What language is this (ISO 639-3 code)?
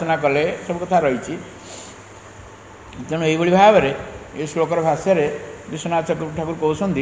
ori